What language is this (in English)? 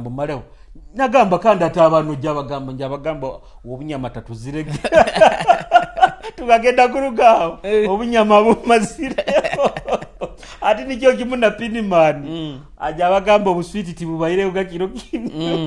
Nyoro